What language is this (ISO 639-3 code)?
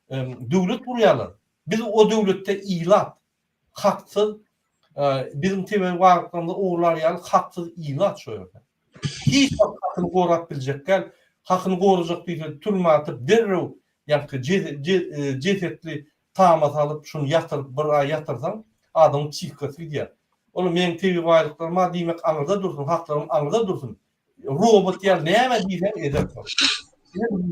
tuk